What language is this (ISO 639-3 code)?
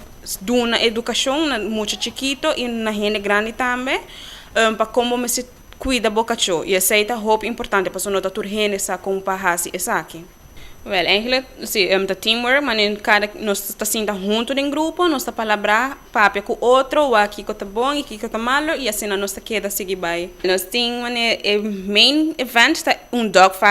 pap